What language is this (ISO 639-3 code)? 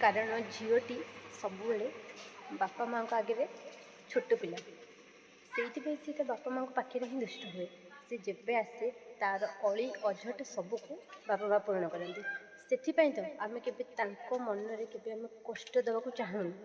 ori